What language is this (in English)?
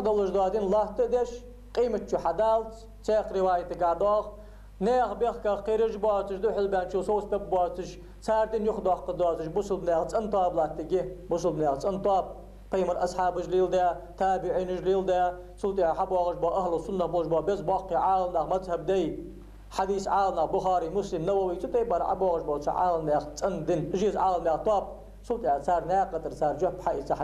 Ingush